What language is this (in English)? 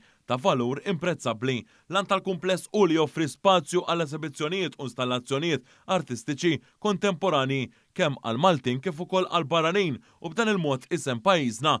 Maltese